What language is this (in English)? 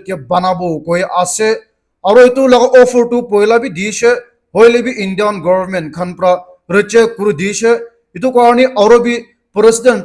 Naga Pidgin